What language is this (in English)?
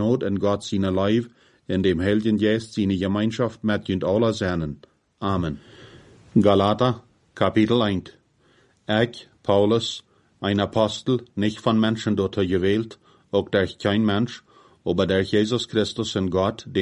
Plautdietsch